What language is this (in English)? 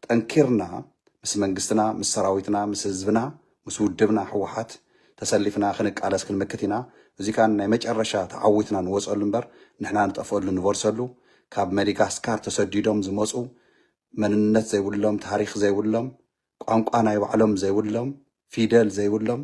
Tigrinya